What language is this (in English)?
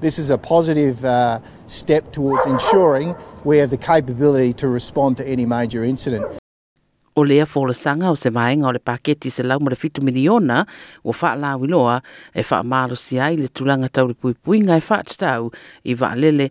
Samoan